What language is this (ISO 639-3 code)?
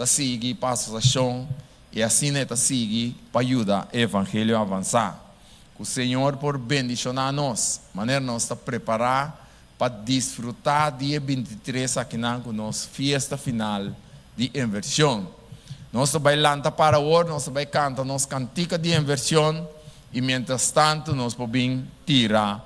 pap